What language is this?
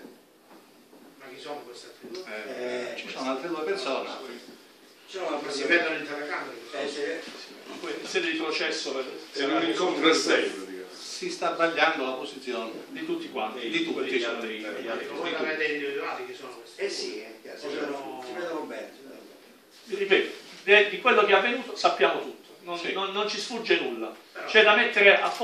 Italian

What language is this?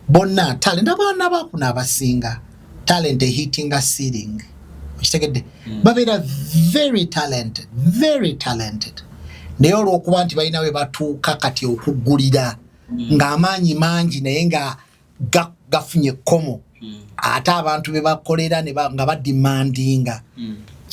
Ganda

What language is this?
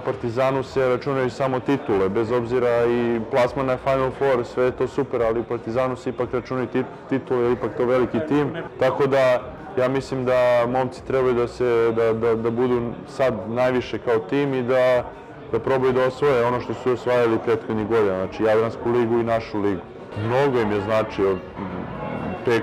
Serbian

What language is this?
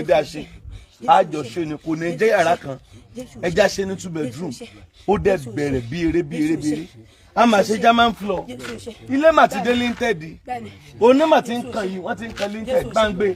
Yoruba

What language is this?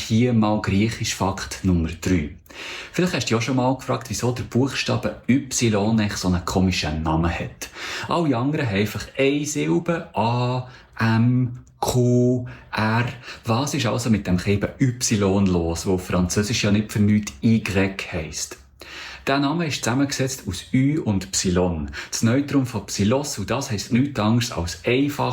Swiss German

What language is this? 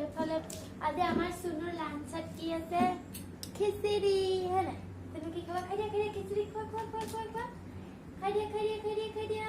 Assamese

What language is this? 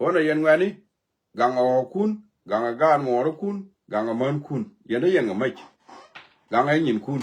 Nuer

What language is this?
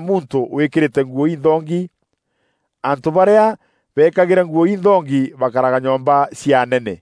Meru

